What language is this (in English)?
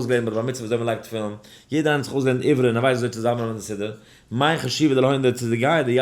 Yiddish